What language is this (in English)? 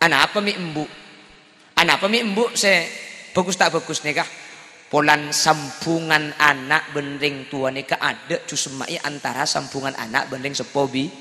Madurese